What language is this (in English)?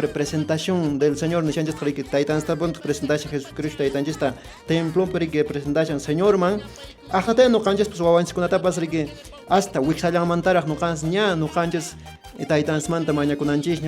Quechua